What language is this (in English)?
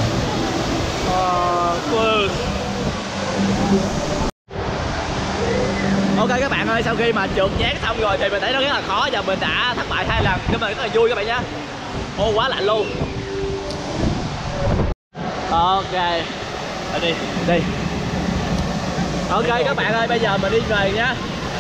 Vietnamese